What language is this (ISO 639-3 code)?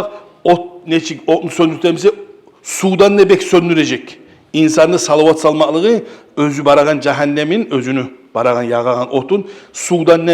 kum